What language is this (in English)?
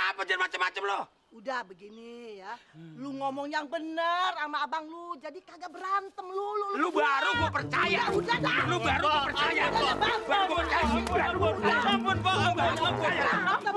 Betawi